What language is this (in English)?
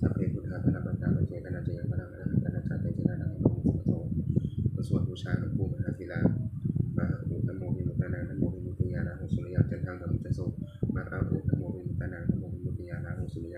Pali